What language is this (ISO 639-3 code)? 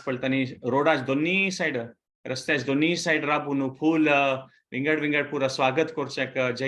kok